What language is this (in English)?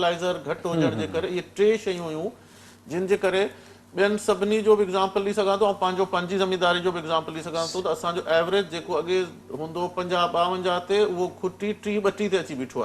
Sindhi